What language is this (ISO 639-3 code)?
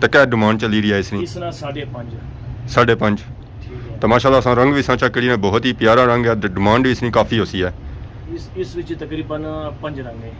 phr